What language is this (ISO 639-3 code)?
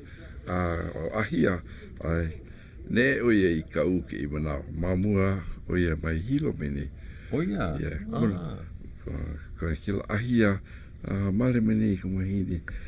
haw